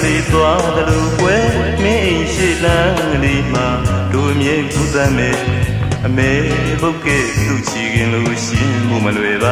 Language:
Burmese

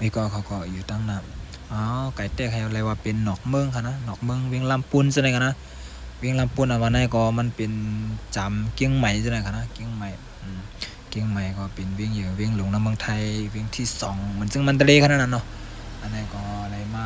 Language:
Shan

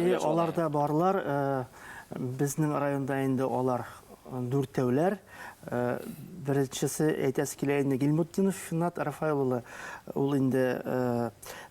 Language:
Bashkir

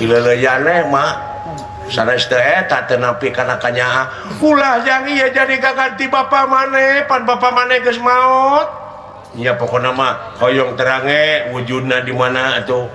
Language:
Sundanese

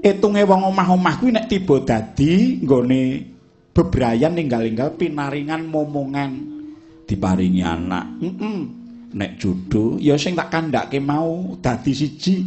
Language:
Javanese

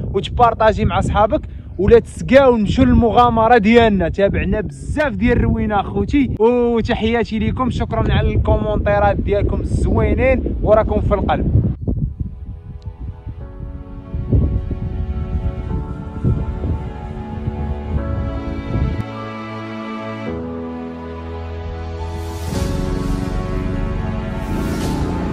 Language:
Moroccan Arabic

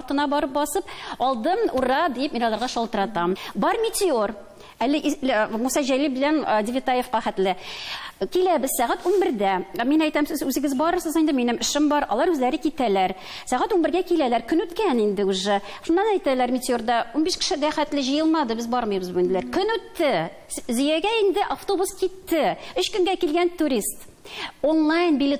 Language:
Tatar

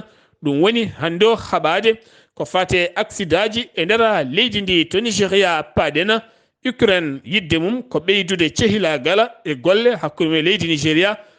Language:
Fula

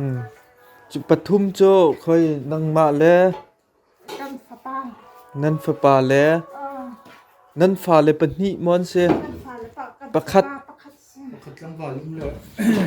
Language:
Hakha Chin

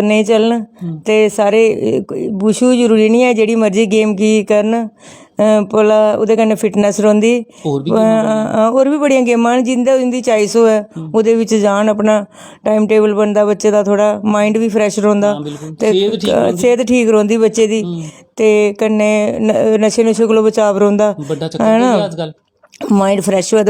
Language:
Dogri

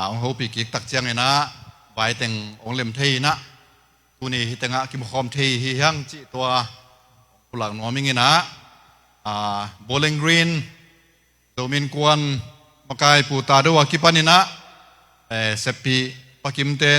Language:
Tedim Chin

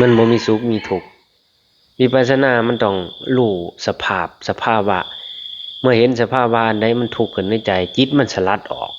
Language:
Lao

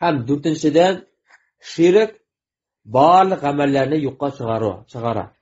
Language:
Tatar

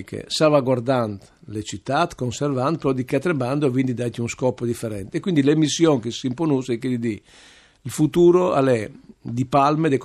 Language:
Friulian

